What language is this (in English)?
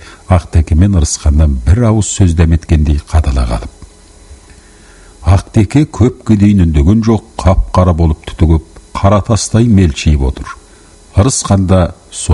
Kazakh